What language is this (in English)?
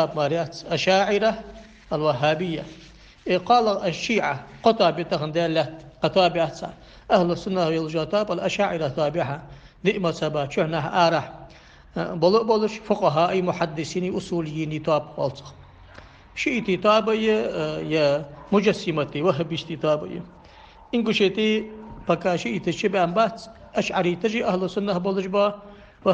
Ingush